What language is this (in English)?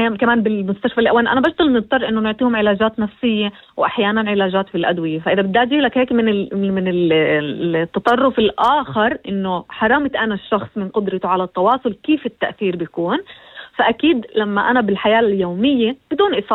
North Levantine Arabic